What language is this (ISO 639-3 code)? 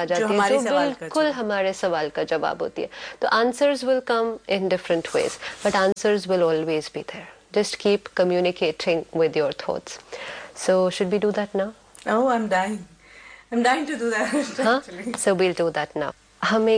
hin